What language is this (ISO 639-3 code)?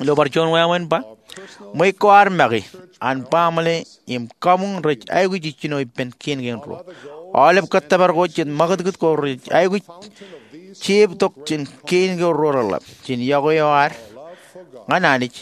mah